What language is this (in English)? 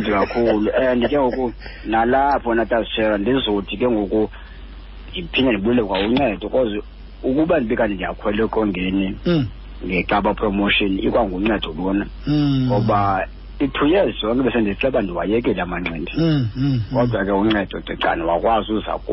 Xhosa